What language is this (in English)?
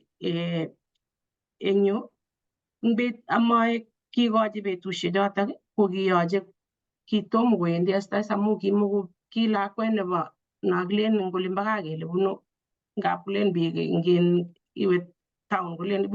Kalenjin